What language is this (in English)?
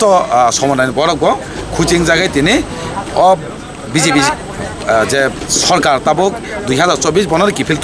Kok Borok